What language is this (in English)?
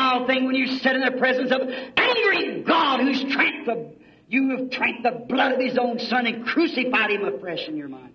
Bemba